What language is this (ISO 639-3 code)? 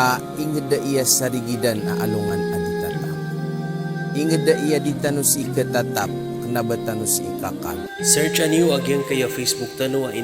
mrw